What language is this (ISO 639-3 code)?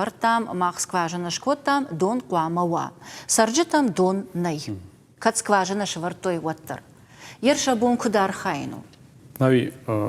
oss